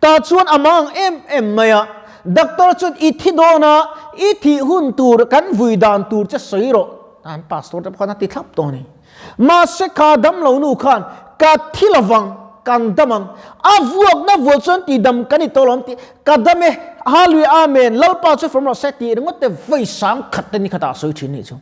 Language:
Mizo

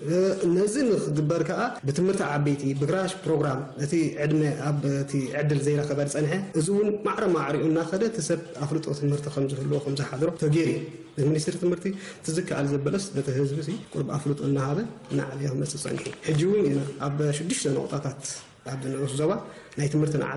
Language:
Tigrinya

